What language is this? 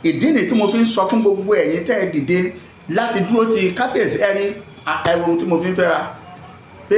Yoruba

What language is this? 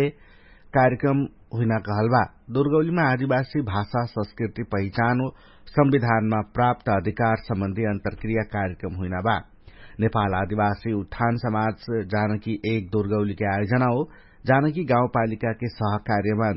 Dangaura Tharu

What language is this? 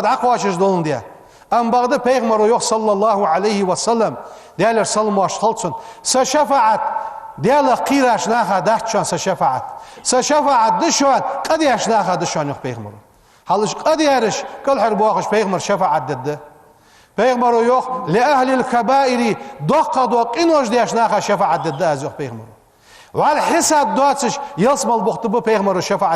Ingush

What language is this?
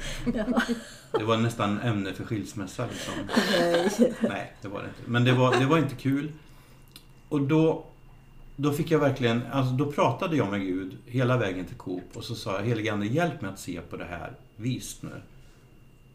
Swedish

